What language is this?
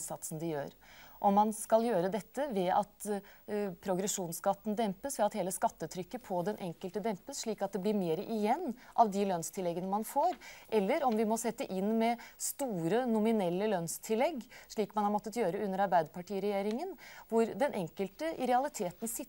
Norwegian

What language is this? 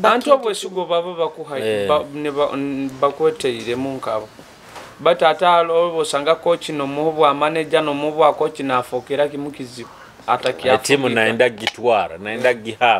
Nyoro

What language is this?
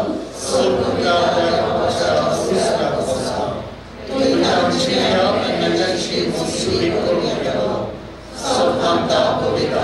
Konkani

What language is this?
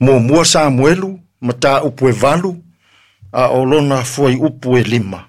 Samoan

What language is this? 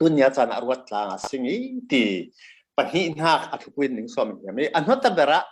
Falam Chin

